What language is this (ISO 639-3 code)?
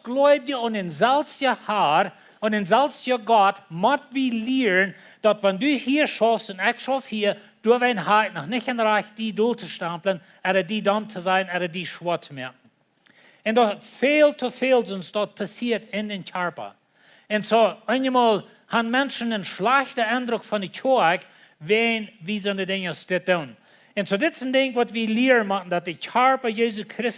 pdt